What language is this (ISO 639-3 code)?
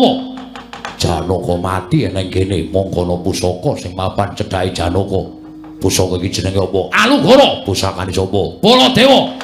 jav